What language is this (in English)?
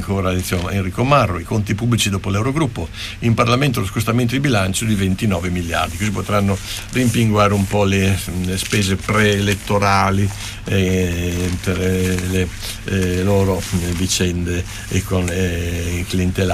Italian